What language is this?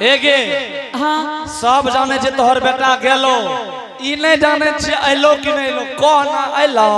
Angika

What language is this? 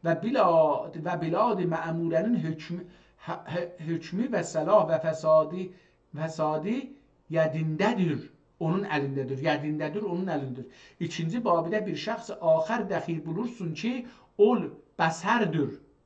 South Azerbaijani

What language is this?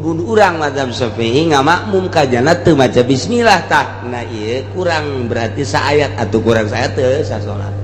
Sundanese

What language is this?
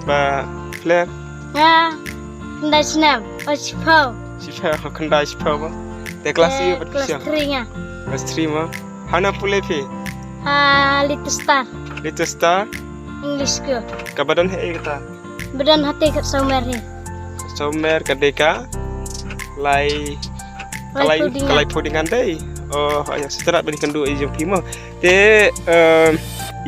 Khasi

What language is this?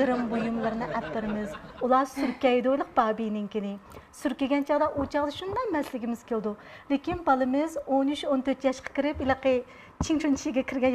Uyghur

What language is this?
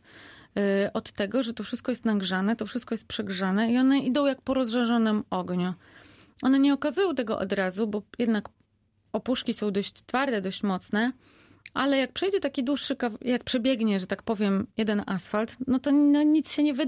Polish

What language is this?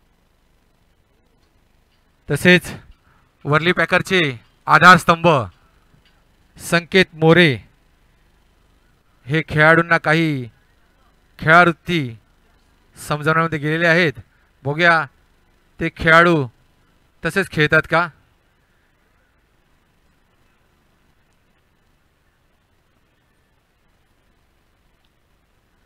Marathi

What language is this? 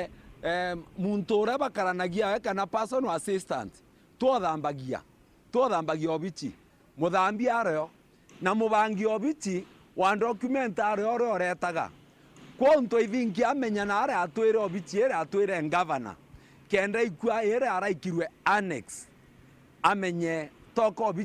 Meru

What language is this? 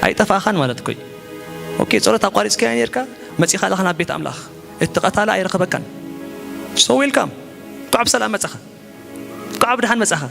Tigrinya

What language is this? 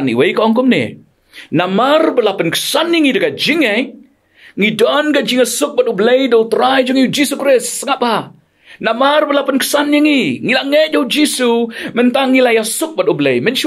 Khasi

